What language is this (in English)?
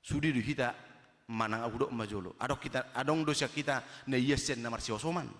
Batak Toba